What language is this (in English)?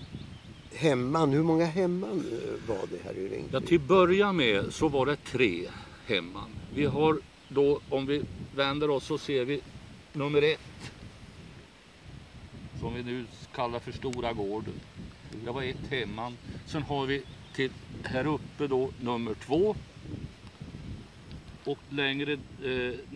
Swedish